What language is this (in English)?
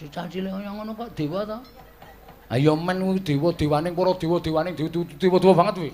Javanese